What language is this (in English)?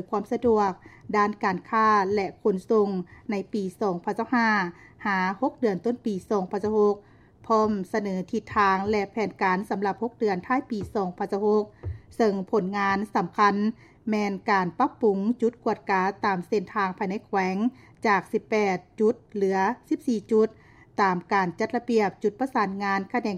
Lao